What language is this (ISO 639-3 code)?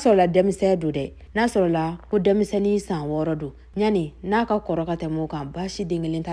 bam